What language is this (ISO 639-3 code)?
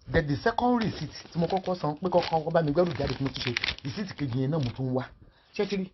yor